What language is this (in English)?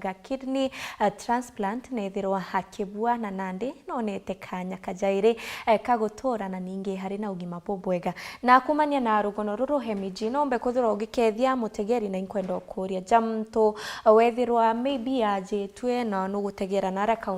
Meru